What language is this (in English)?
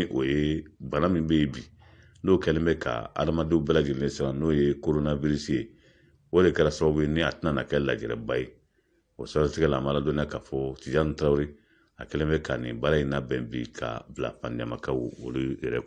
Bambara